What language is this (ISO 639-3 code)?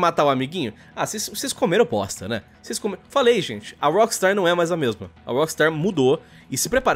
por